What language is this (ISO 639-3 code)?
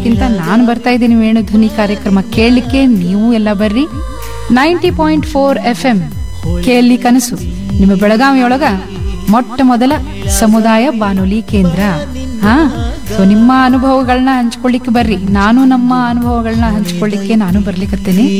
kan